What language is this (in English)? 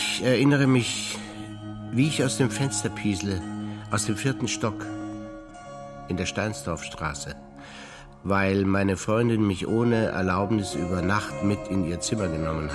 German